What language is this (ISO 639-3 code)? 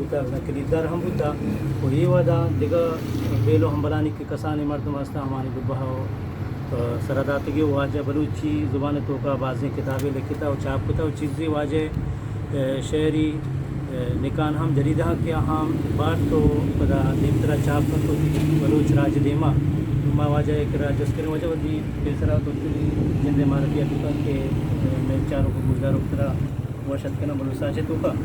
bgp